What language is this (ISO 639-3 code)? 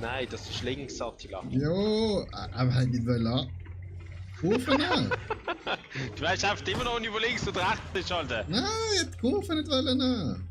gsw